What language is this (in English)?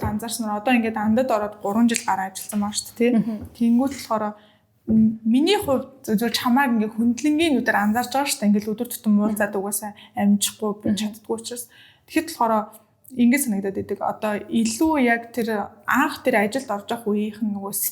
Mongolian